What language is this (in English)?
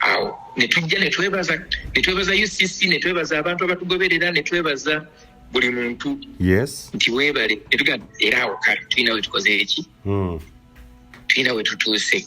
Ganda